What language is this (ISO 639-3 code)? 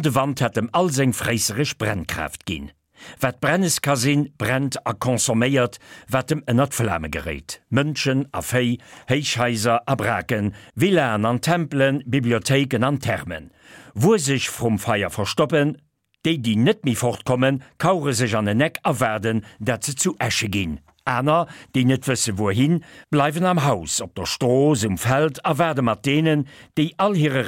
ltz